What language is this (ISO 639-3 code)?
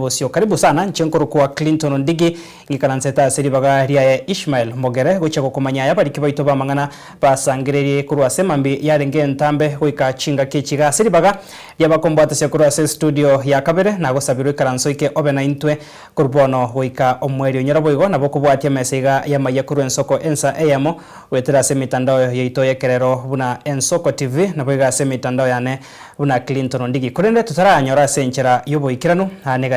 guz